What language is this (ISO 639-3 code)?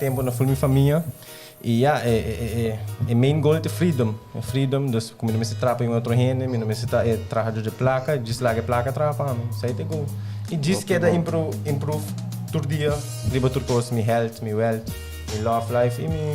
pap